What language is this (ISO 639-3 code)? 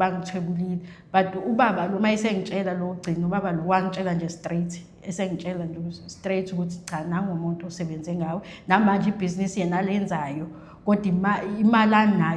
zul